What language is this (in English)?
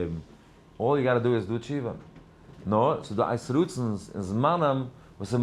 Yiddish